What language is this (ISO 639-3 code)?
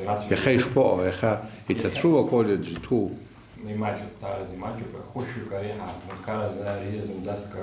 abk